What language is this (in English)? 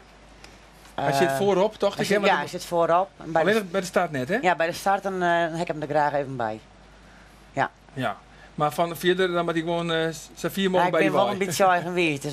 Western Frisian